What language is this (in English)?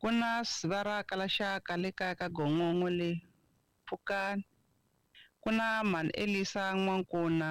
Tsonga